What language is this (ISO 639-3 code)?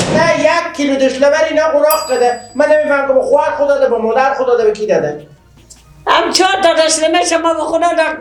fas